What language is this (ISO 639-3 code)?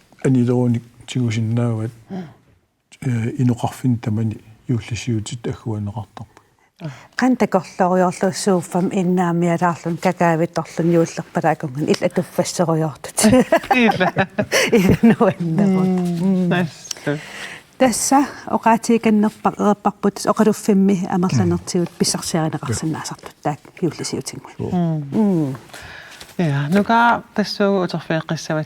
kal